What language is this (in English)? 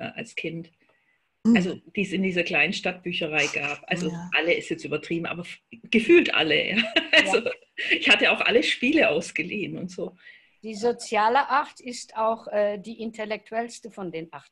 German